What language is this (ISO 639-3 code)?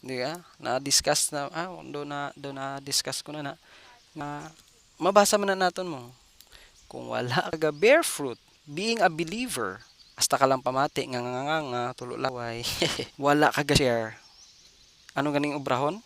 hil